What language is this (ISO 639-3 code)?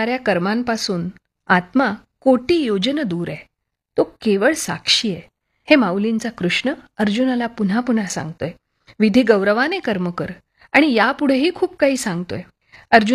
mar